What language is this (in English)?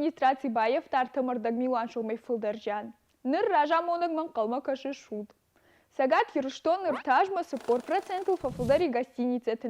Ossetic